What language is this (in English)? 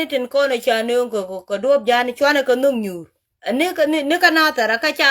Nuer